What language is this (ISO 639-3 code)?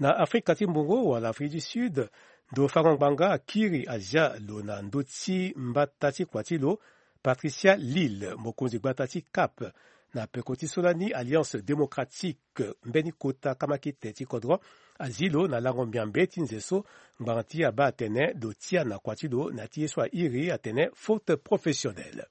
sag